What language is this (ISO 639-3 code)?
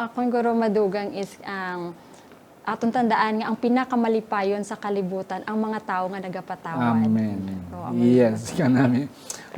hil